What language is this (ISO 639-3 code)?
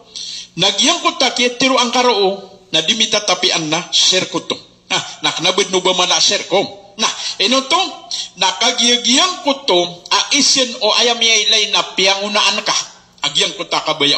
mrw